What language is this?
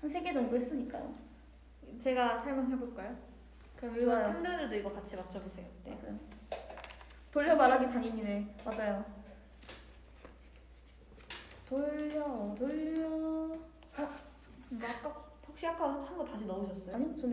Korean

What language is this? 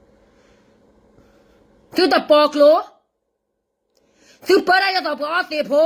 S'gaw Karen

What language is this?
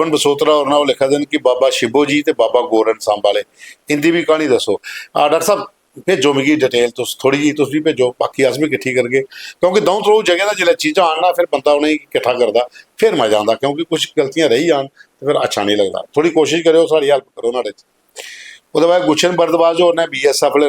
Dogri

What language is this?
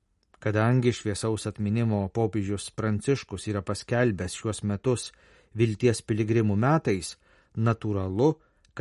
Lithuanian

